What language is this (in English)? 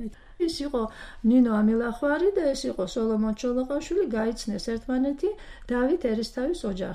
Georgian